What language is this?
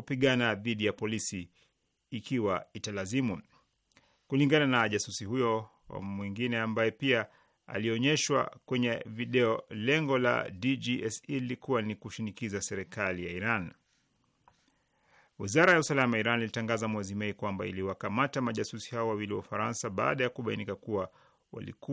Swahili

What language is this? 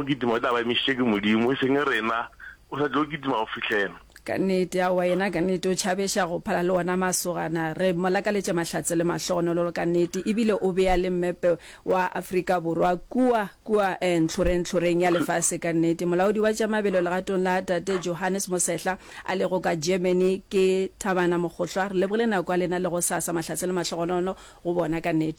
Northern Sotho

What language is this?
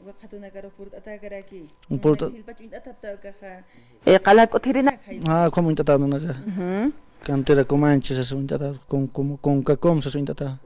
Aymara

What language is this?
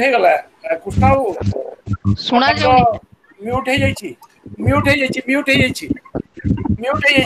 Odia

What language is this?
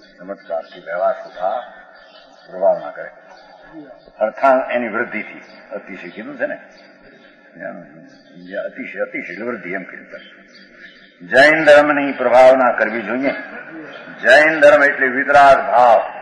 Gujarati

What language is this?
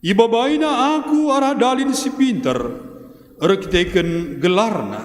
Batak Karo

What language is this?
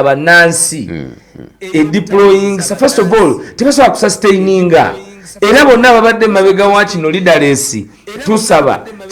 Ganda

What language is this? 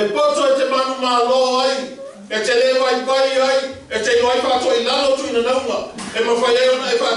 Samoan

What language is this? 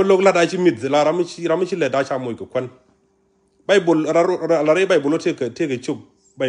Nuer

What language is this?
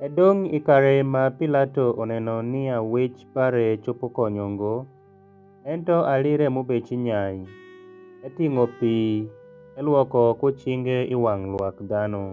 Alur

